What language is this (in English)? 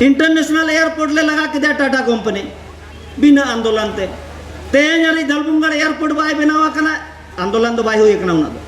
Santali